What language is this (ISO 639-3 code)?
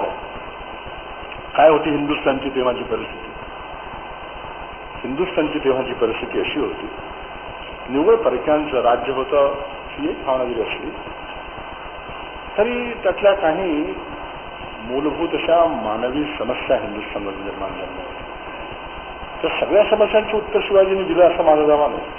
mar